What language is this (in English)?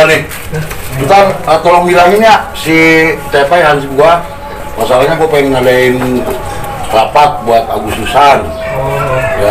Betawi